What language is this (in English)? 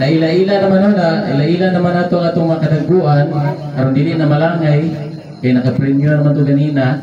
Cebuano